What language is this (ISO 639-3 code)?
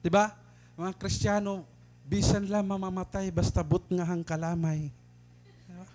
war